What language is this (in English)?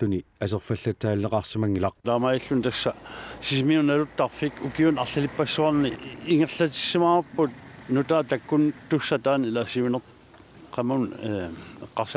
Kalaallisut